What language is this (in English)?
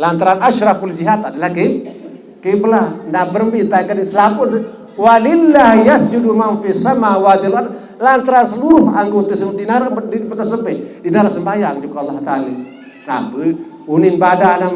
Sasak